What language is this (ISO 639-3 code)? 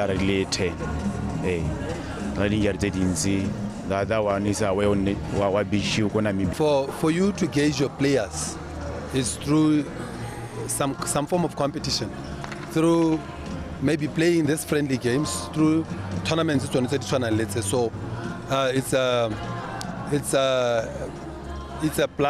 tsn